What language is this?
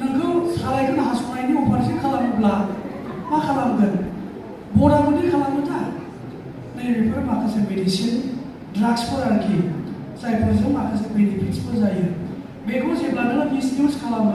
Bodo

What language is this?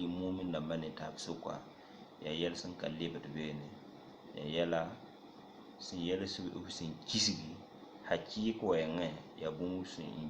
Mossi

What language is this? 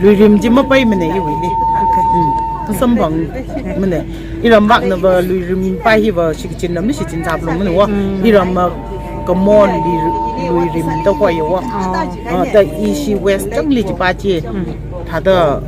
Tangkhul Naga (India)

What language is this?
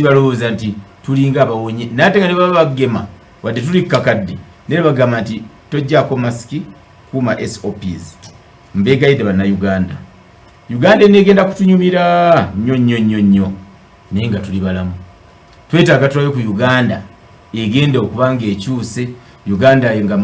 Ganda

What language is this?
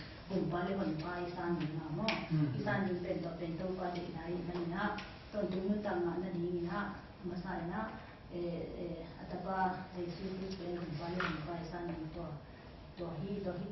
Tedim Chin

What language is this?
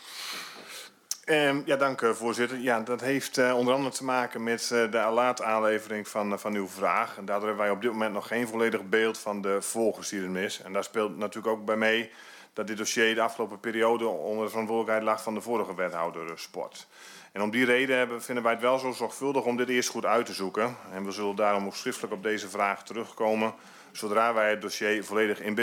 Dutch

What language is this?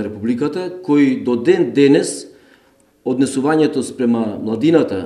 Macedonian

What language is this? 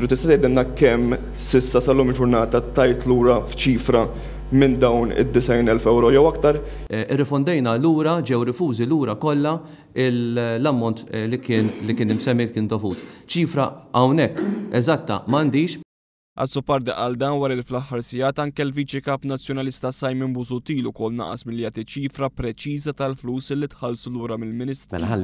Maltese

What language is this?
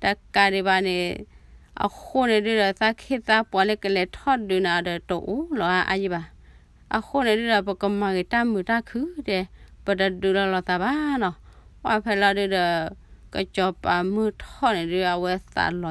S'gaw Karen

